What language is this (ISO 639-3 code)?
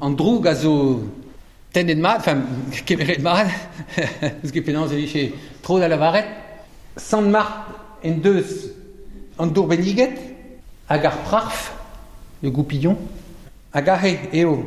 bre